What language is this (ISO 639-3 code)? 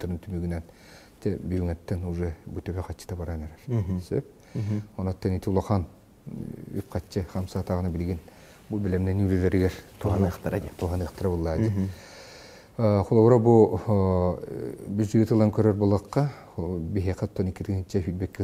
sah